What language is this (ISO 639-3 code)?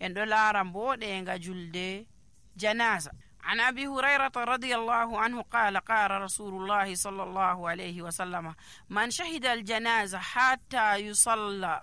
fuv